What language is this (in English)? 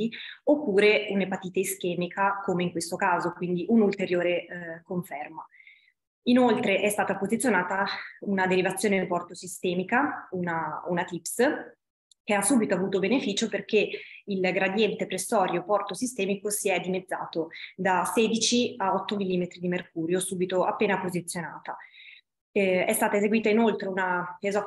Italian